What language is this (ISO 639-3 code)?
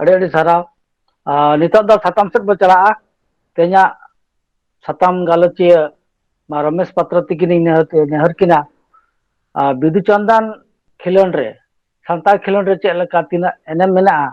sat